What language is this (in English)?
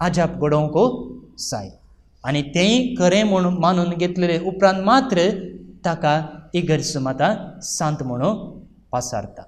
Konkani